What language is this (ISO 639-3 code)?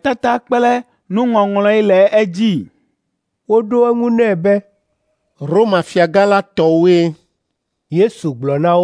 ewe